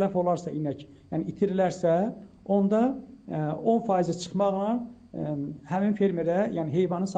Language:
Azerbaijani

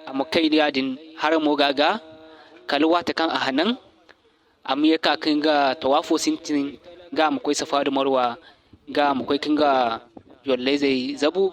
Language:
Zarma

